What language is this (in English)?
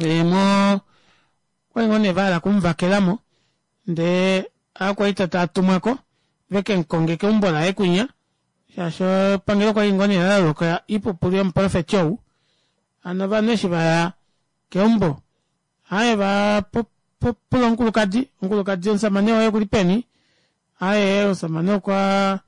Kuanyama